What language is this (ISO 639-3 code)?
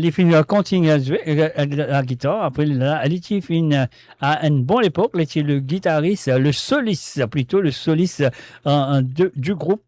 mfe